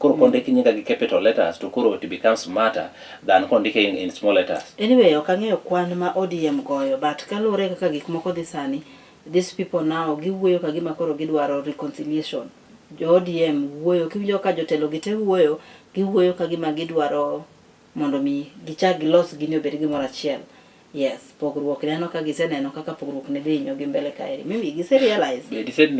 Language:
Luo (Kenya and Tanzania)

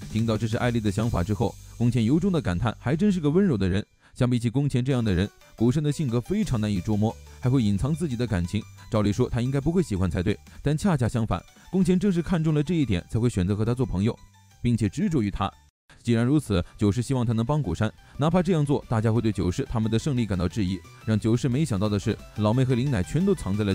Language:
Chinese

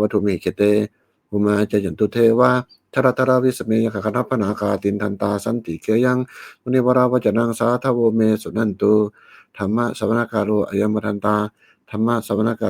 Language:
Pali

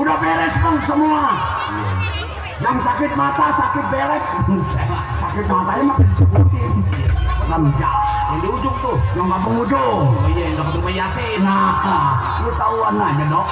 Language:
Betawi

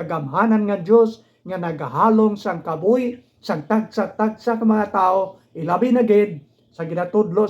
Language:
Hiligaynon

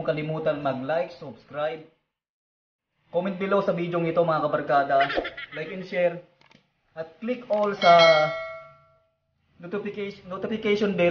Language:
Filipino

